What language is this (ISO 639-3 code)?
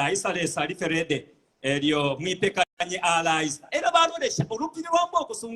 bem